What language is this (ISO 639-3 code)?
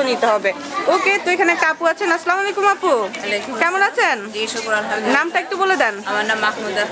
ben